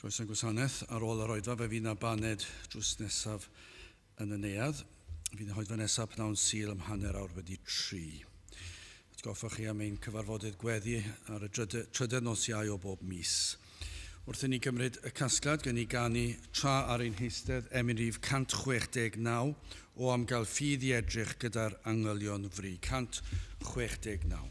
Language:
Welsh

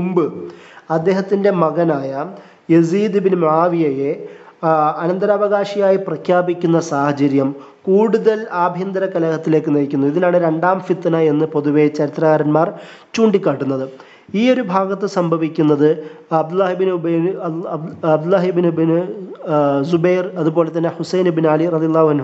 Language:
Malayalam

